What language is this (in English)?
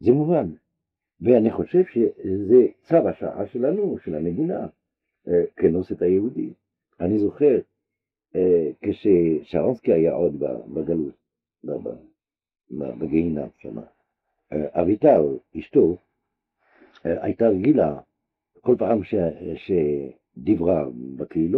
Hebrew